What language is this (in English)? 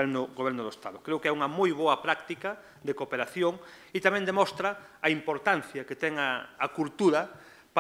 Galician